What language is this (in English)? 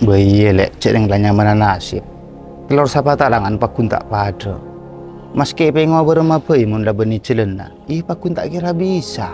Madurese